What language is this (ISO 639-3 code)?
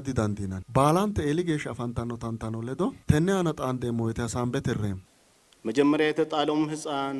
sid